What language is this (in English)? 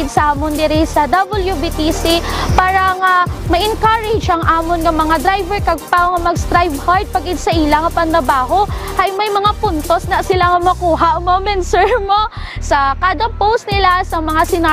Hiligaynon